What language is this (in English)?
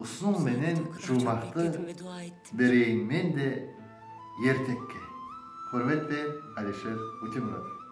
Kara-Kalpak